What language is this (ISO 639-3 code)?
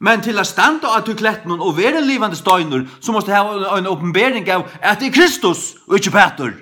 fao